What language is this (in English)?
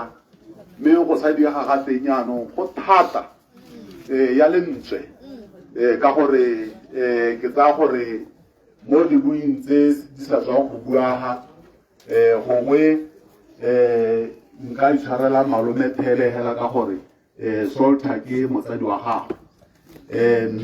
Tswana